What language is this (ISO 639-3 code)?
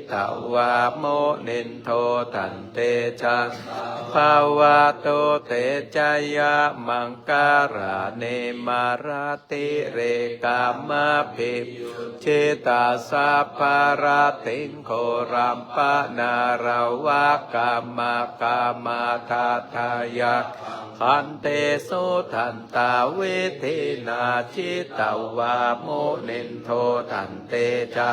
pli